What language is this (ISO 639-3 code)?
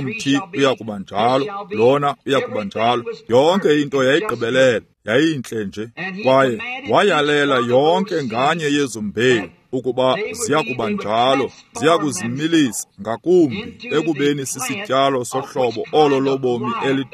xho